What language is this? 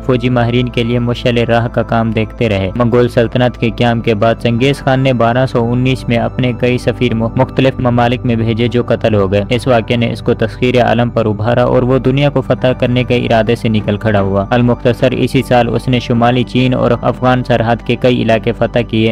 Urdu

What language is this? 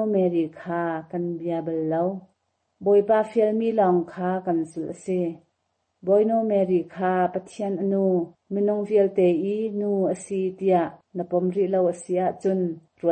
Hakha Chin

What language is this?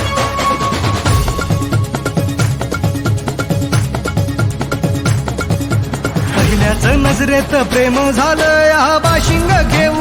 Marathi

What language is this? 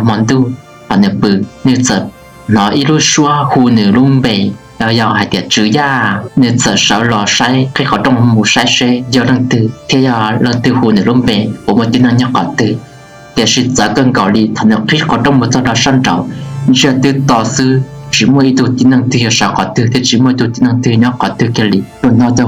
Hmong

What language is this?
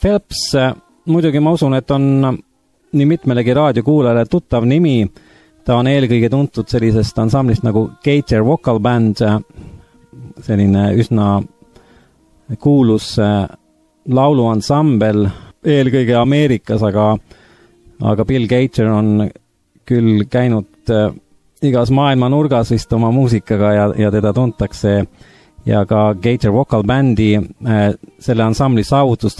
Estonian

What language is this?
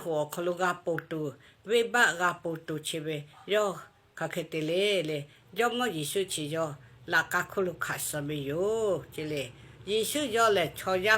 Lahu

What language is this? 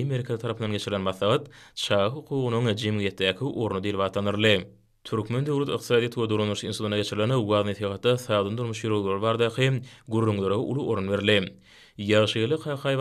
Turkmen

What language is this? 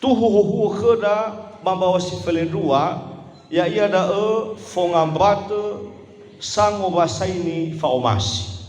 Nias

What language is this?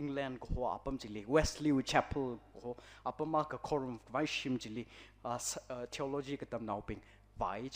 Tangkhul Naga (India)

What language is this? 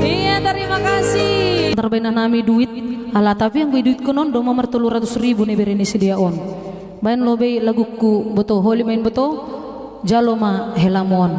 Batak Simalungun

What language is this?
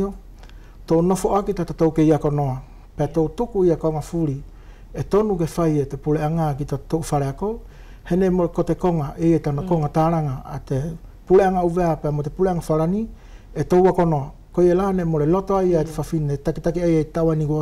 Wallisian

